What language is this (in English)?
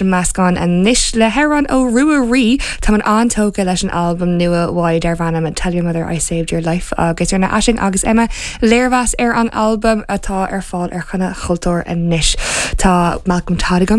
Irish